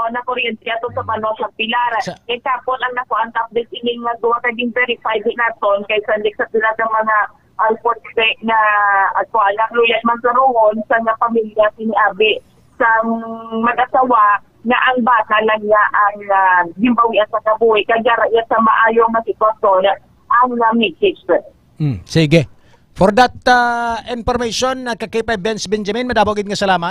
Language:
Hiligaynon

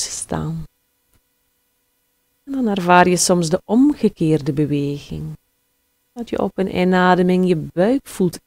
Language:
Dutch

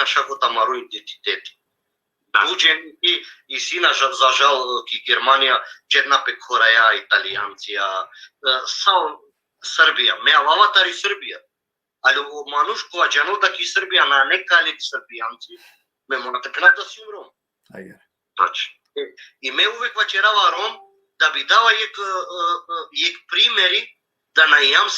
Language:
Balkan Romani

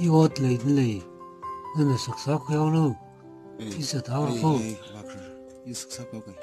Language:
Tangkhul Naga (India)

